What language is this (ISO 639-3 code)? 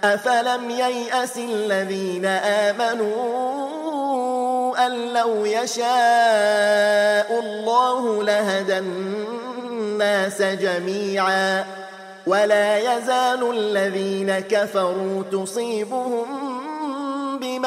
ara